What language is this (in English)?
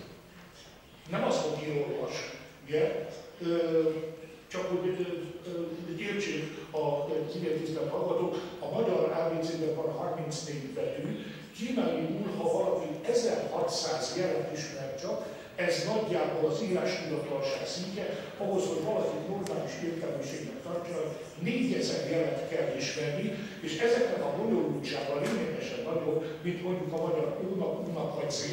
Hungarian